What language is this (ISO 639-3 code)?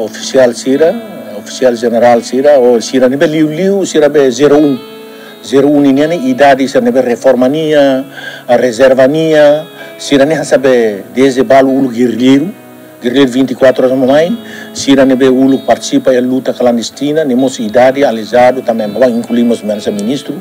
tet